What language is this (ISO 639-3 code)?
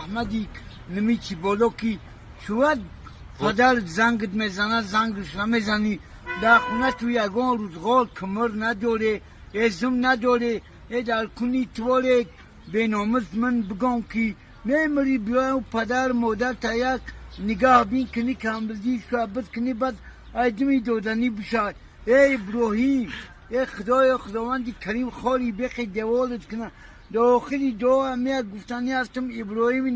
tgk